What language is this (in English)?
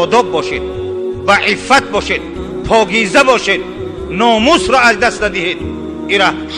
Tajik